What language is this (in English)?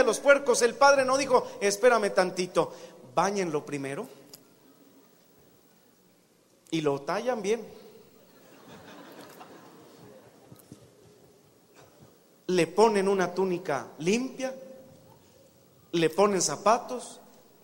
Spanish